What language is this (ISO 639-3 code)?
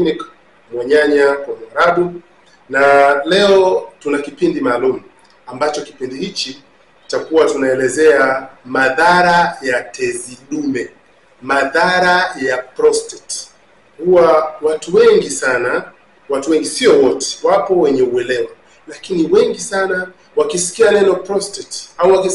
swa